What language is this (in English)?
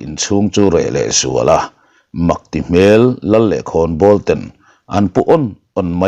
Mizo